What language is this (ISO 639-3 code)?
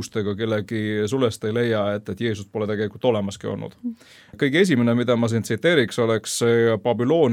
est